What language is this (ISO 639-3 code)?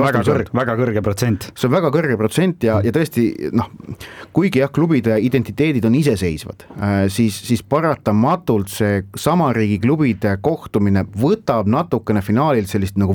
est